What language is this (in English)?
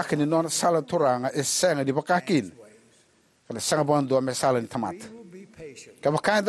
Fijian